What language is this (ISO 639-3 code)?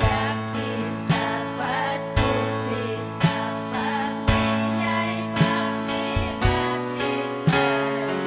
quy